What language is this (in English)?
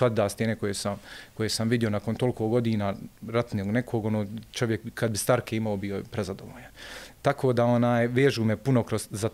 Bosnian